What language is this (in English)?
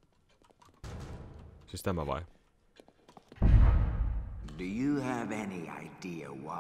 Finnish